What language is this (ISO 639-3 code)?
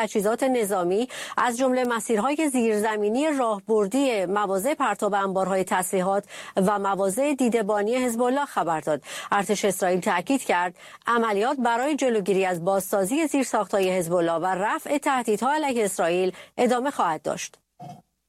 fas